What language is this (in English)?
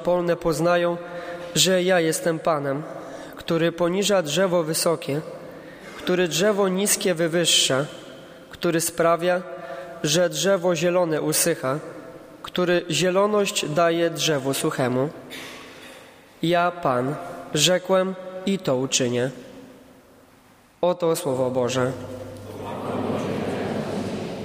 Polish